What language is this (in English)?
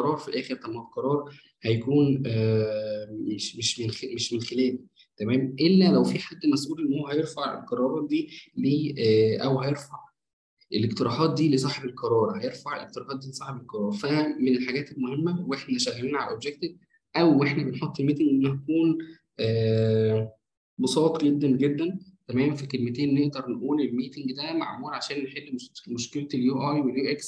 Egyptian Arabic